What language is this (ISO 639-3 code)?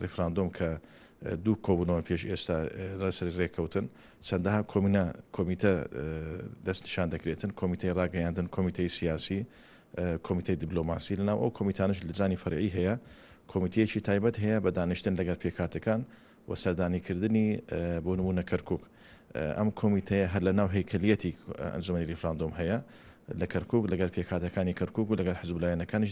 ckb